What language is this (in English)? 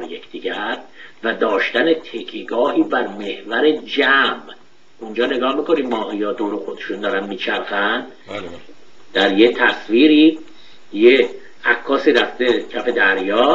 Persian